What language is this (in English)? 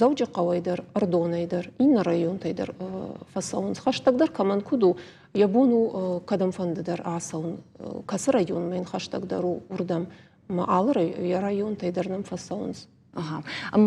Ossetic